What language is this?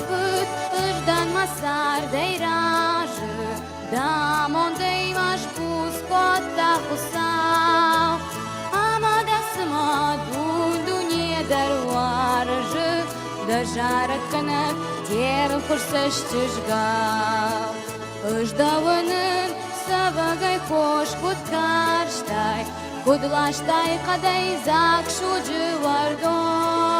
Ossetic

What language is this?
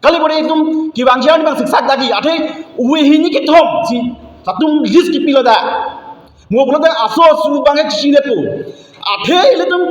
Karbi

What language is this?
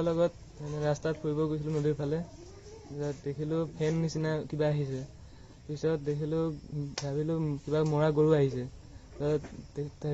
Assamese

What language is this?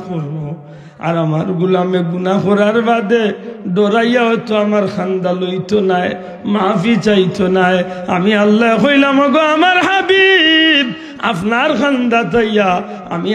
Sylheti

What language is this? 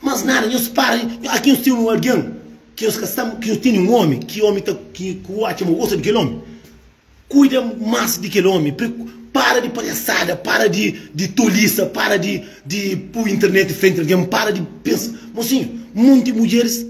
Kabuverdianu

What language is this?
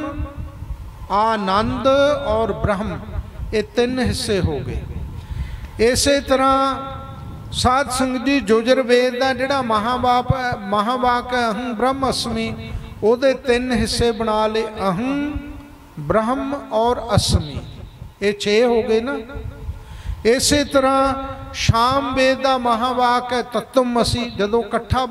Punjabi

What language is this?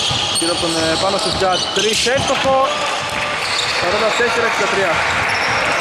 Greek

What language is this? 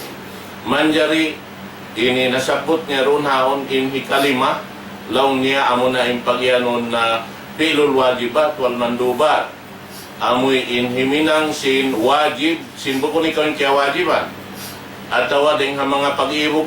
Tausug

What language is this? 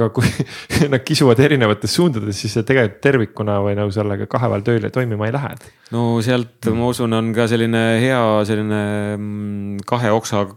Estonian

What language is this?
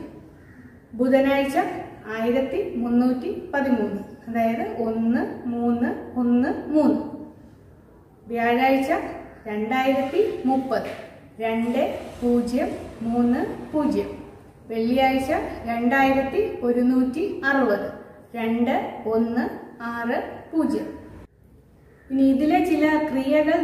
Malayalam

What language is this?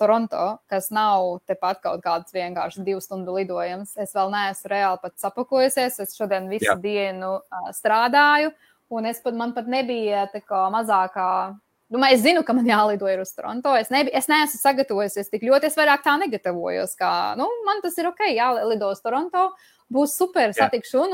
Latvian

